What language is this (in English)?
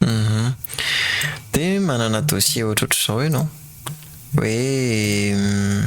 Malagasy